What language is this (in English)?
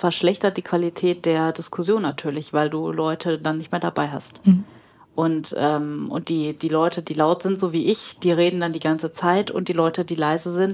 German